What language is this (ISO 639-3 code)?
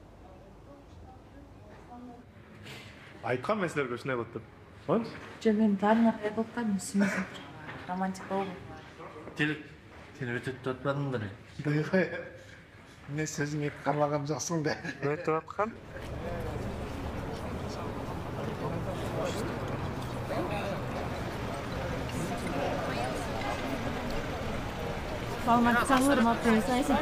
kir